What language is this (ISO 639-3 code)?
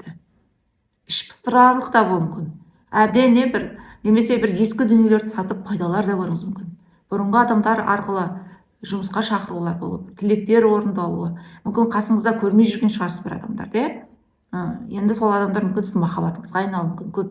kaz